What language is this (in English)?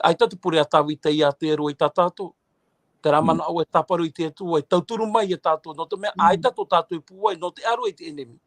Tahitian